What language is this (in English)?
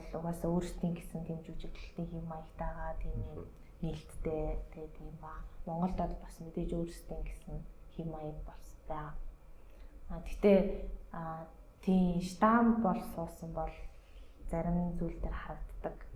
Mongolian